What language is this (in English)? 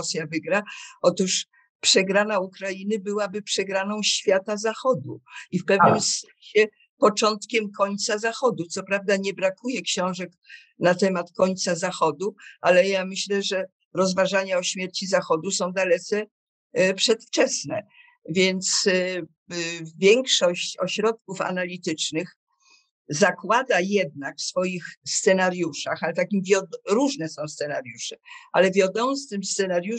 Polish